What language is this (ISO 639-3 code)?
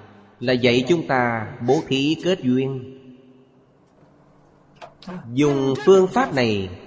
vie